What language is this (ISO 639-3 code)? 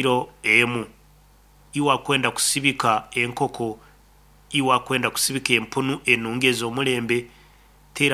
nyn